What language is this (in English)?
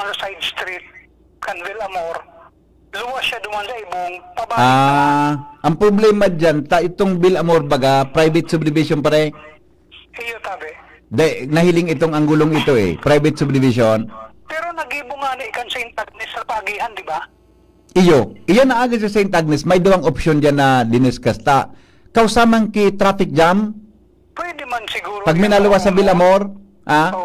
Bikol